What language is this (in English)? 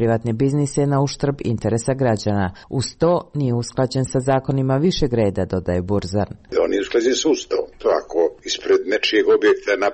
Serbian